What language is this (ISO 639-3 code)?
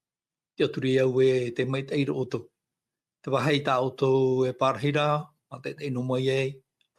tah